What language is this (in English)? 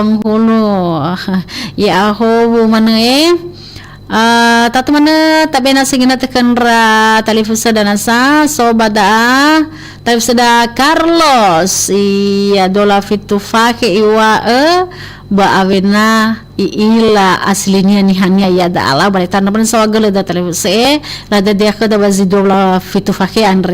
Nias